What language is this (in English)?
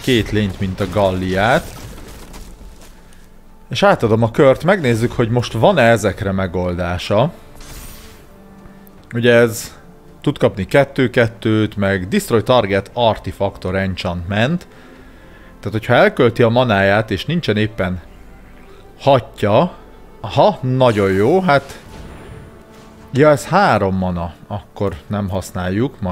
Hungarian